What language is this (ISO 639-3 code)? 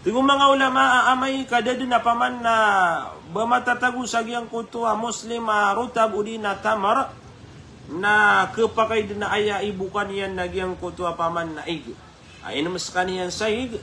mrw